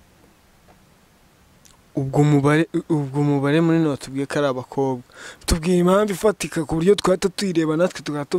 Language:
Kinyarwanda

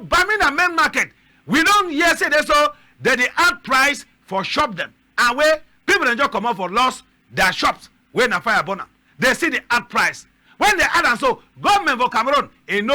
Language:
Cameroon Pidgin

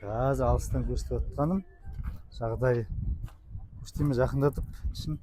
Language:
Kazakh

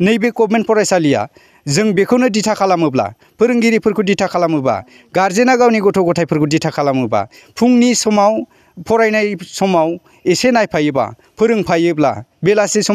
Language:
Bodo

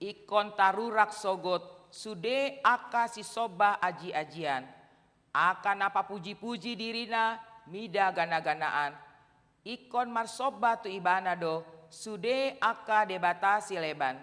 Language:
Batak Toba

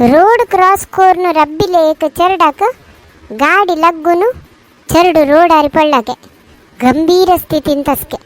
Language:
Konkani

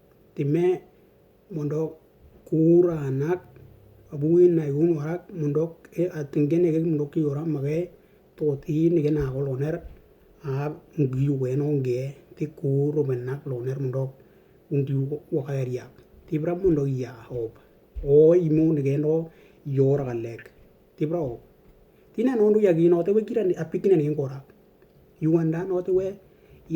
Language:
Western Dani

